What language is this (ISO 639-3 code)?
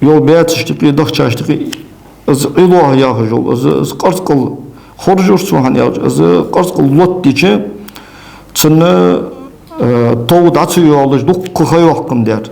inh